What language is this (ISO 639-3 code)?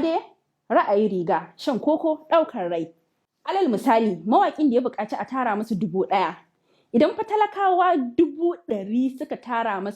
hau